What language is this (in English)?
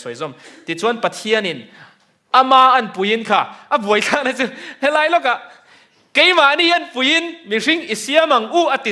Mizo